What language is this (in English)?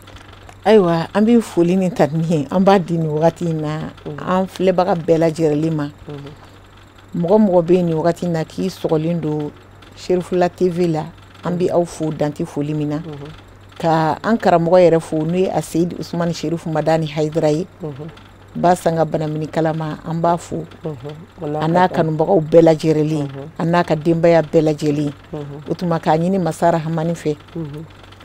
Bambara